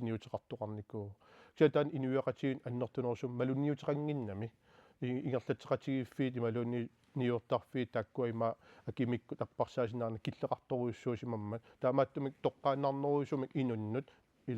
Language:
Kalaallisut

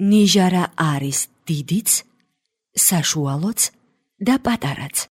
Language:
Georgian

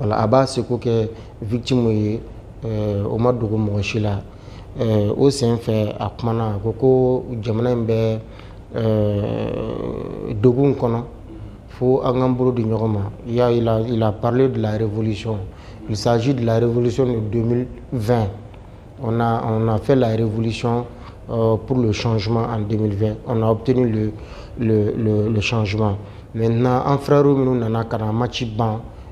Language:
Bambara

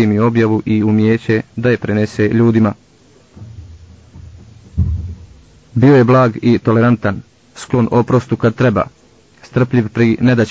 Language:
Bosnian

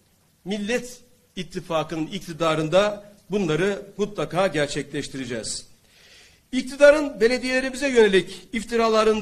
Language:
Turkish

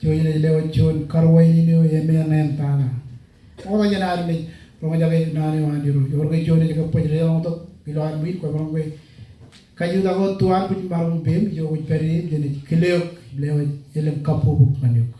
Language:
Marshallese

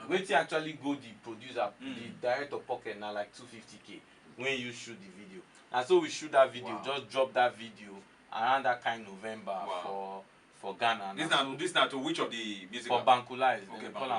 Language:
Nigerian Pidgin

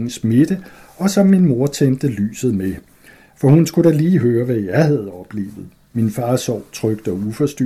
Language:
Danish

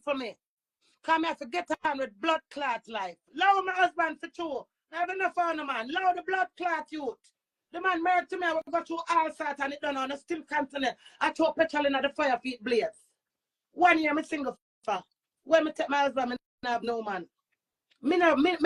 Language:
Jamaican Creole English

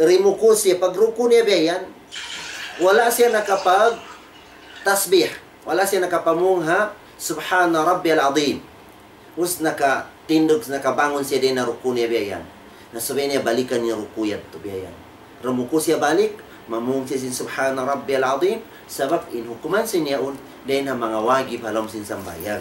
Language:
Tausug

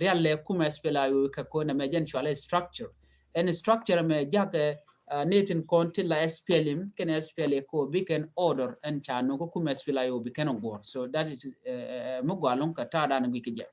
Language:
Nuer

